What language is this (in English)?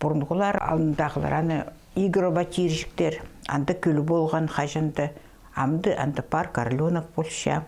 Khakas